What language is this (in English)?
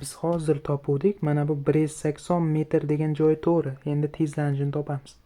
Uzbek